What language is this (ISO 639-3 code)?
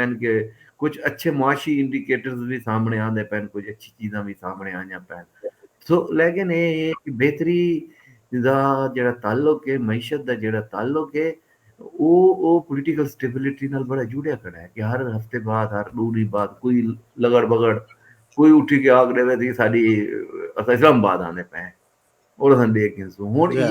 skr